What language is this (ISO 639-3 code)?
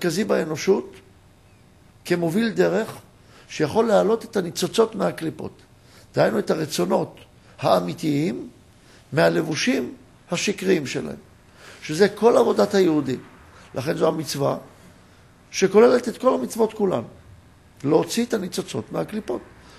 heb